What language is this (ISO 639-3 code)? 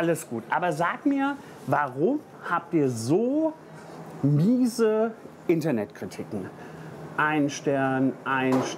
deu